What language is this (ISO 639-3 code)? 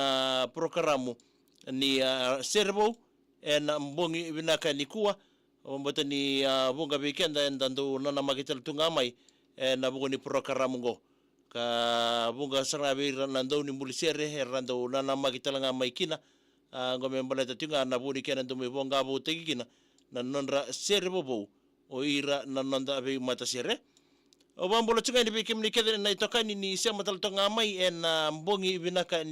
fij